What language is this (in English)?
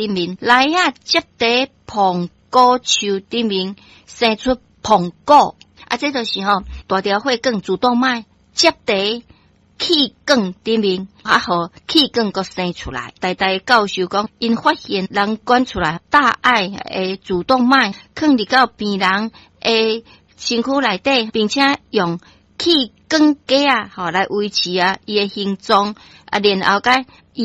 Min Nan Chinese